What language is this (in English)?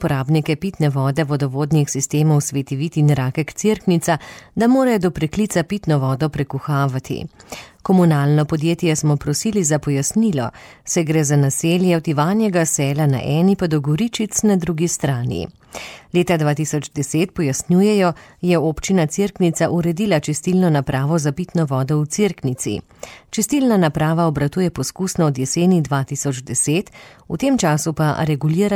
Slovenian